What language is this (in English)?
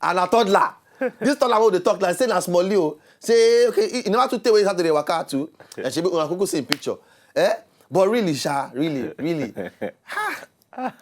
Nigerian Pidgin